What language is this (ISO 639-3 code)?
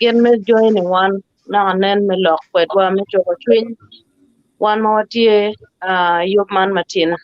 ach